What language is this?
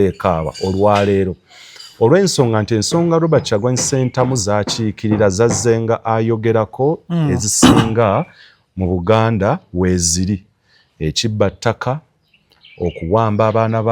Ganda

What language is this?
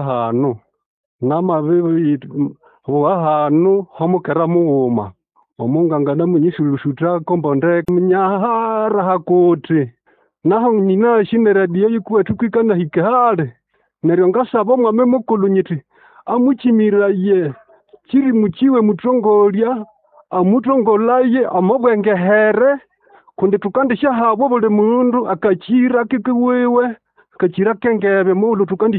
Nande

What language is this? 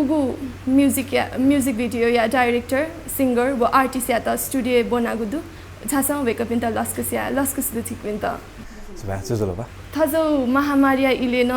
Newari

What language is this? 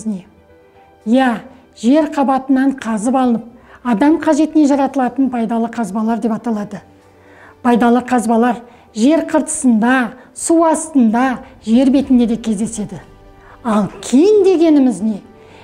Kazakh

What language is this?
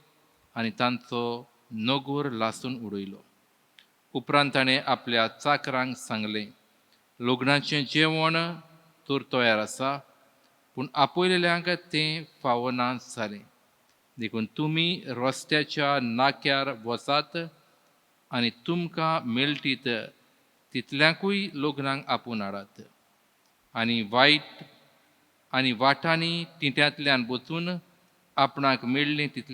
Konkani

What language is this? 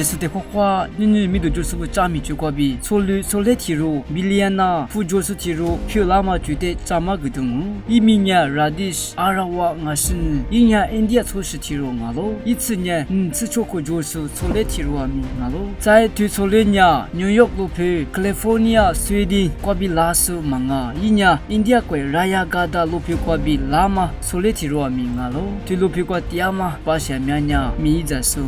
Lisu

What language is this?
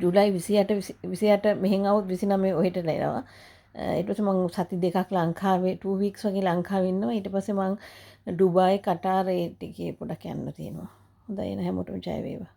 Sinhala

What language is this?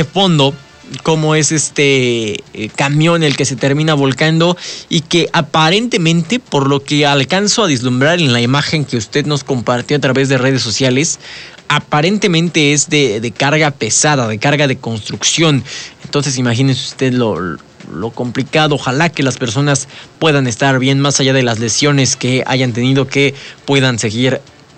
Spanish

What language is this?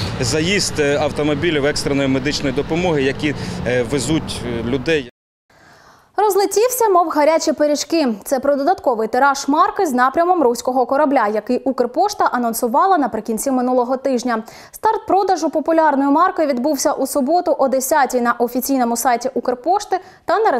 Ukrainian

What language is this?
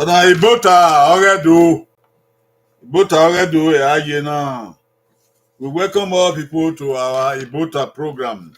Bini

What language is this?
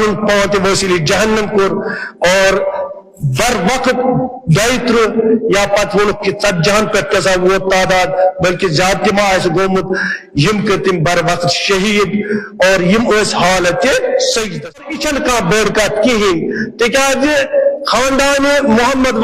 Kashmiri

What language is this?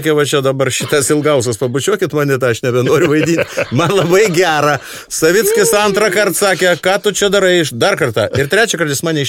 Lithuanian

